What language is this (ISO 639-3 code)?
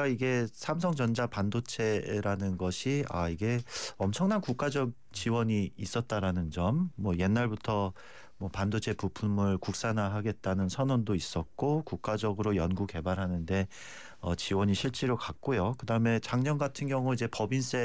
kor